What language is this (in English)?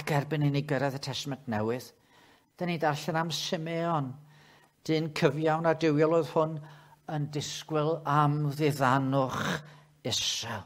Welsh